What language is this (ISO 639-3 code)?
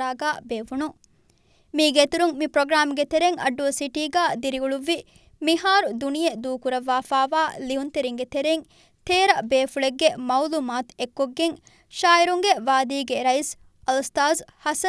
div